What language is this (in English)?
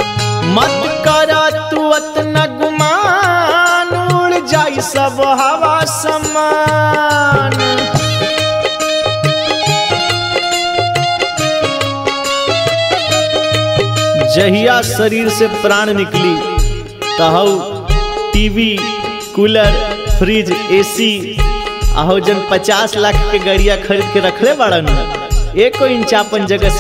Bhojpuri